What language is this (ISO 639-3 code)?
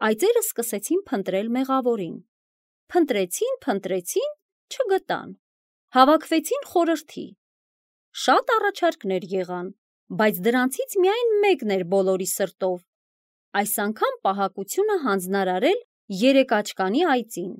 hye